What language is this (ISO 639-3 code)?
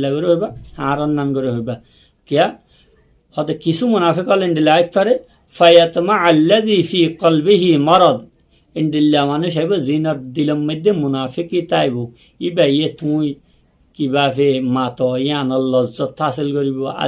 rhg